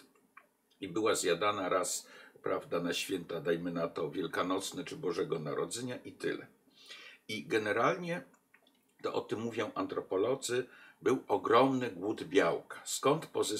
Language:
Polish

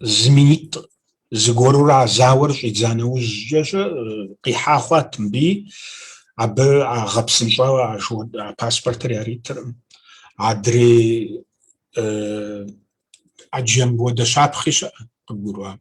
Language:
Kabardian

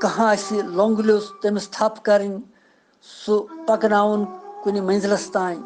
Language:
Kashmiri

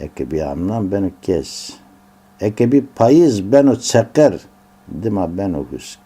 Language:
Zaza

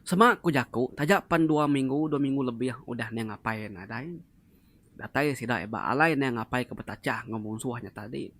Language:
Iban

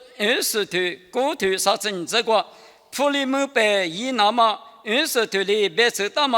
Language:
Lisu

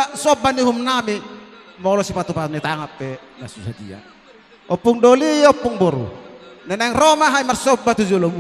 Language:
Batak Toba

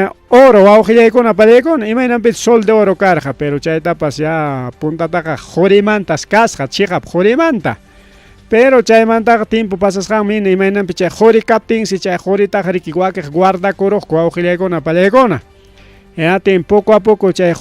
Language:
Ayacucho Quechua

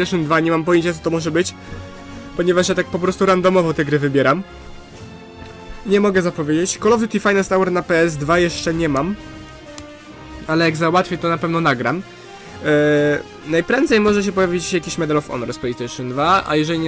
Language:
Polish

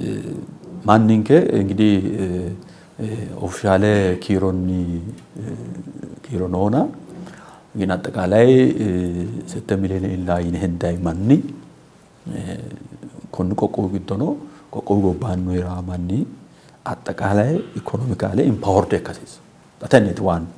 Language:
Sidamo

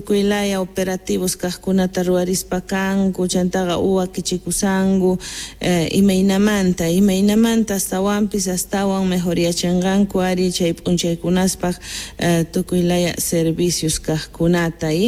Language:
South Bolivian Quechua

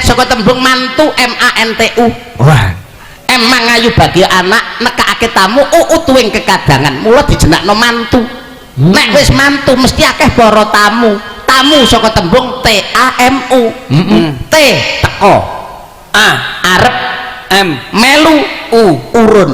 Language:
Javanese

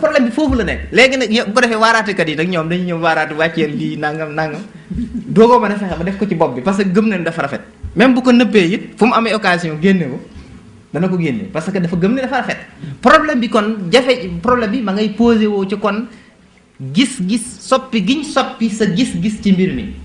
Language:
Wolof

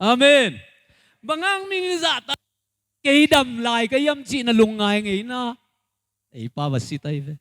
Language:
Tedim Chin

